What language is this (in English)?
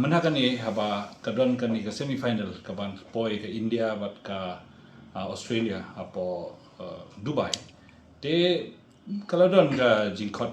Khasi